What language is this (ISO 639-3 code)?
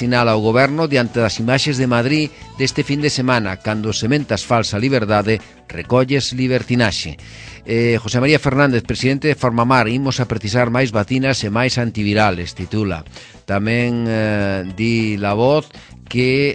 glg